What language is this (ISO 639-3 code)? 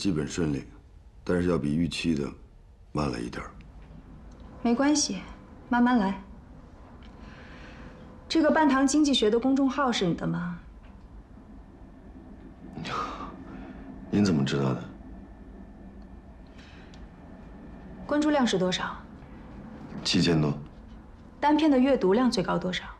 zho